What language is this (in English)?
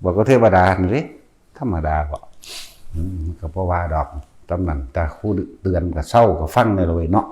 Northeastern Thai